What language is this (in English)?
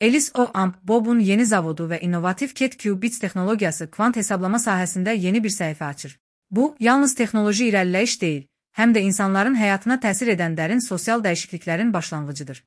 Azerbaijani